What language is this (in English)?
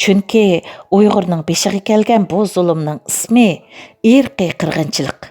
Uyghur